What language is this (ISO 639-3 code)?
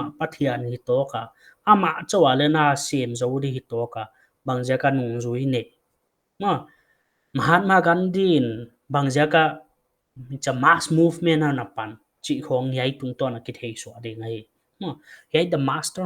pck